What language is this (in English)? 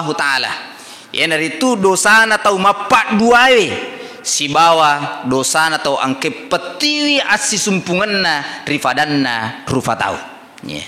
Buginese